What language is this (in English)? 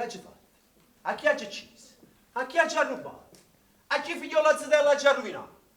Neapolitan